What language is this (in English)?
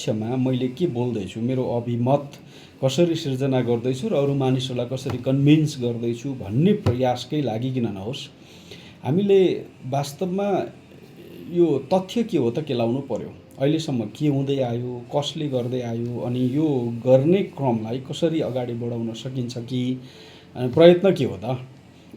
Nepali